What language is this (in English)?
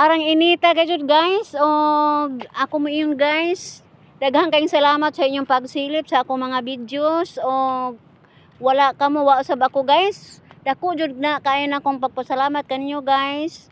Cebuano